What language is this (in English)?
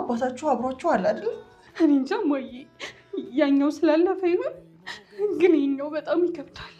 Amharic